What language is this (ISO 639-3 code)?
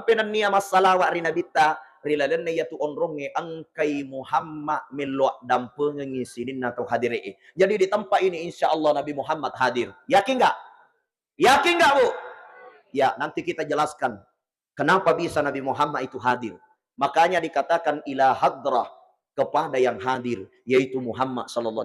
bug